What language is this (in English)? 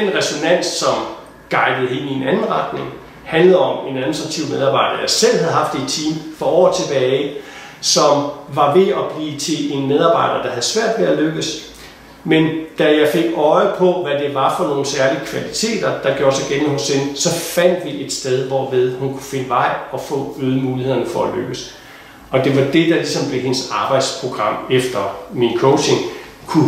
Danish